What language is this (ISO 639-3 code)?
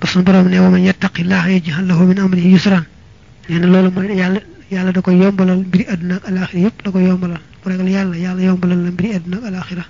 wol